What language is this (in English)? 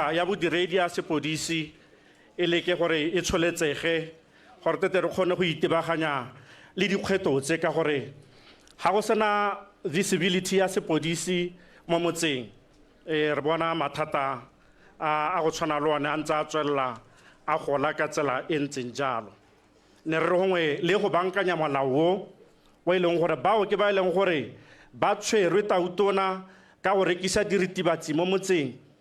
Tswana